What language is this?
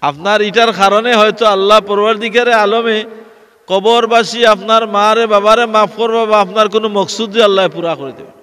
Sylheti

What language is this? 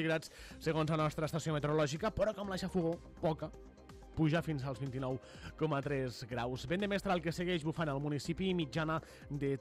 Catalan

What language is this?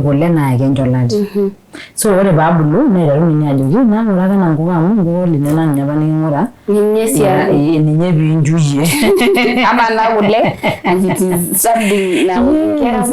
Masai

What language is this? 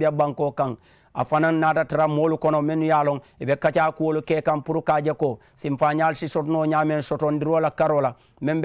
Mandingo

